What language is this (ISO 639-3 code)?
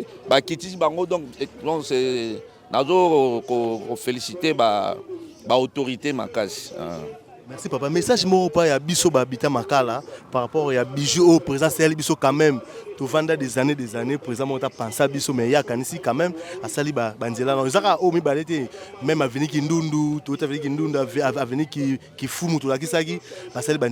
lin